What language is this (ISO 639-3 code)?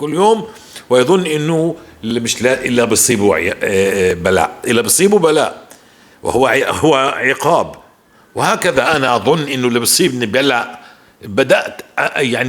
apc